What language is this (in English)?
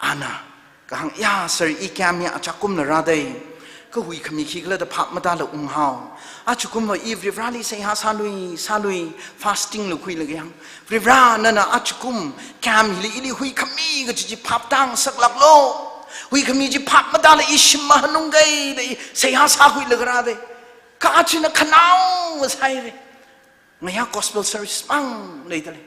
Tangkhul Naga (India)